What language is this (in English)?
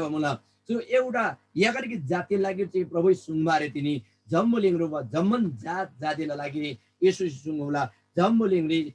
Eastern Tamang